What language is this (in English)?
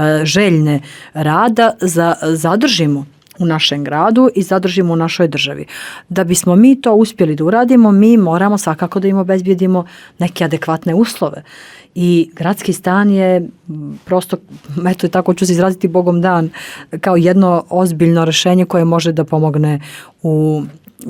Bosnian